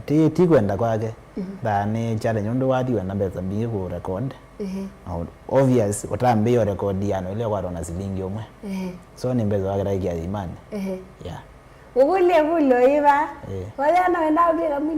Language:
Kamba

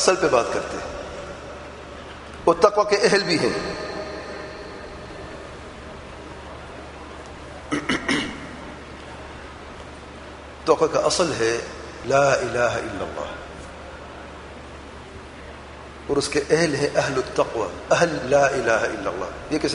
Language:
Urdu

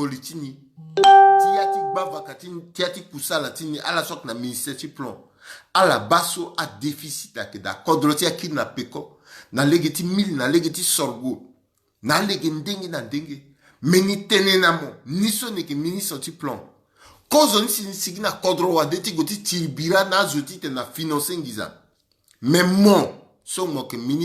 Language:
Sango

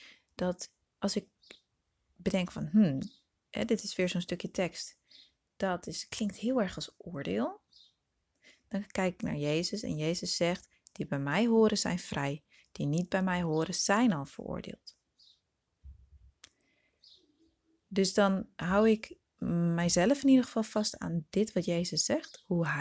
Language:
Dutch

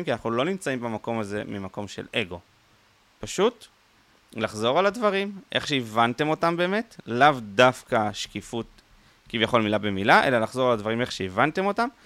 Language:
Hebrew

